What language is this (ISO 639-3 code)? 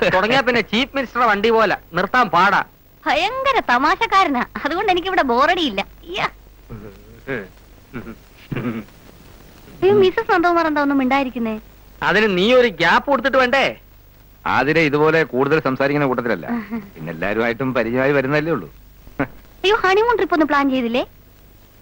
mal